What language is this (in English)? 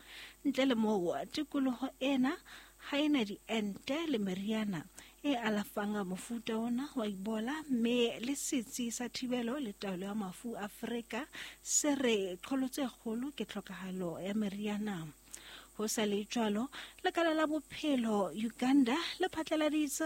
Southern Sotho